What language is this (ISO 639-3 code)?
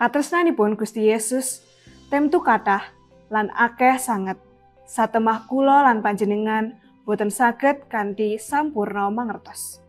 jav